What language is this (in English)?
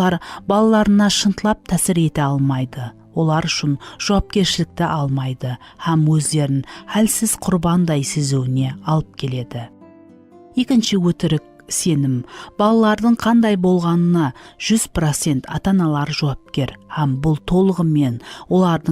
Kara-Kalpak